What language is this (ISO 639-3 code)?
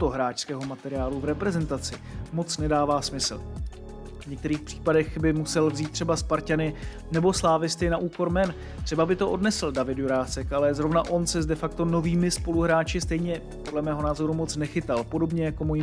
ces